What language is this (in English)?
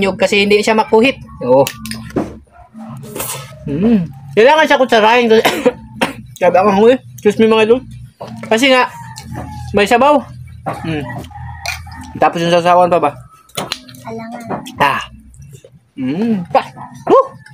Filipino